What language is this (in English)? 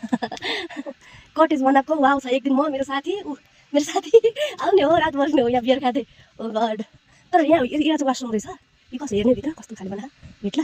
Nepali